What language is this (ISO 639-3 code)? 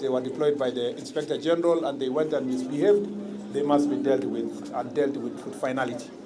guz